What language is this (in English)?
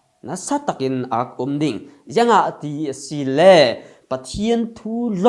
Falam Chin